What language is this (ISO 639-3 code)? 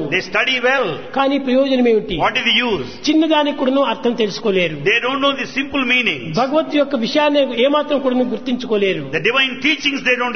tel